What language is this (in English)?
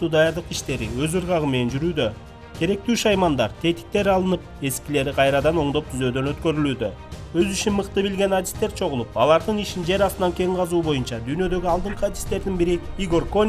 Kyrgyz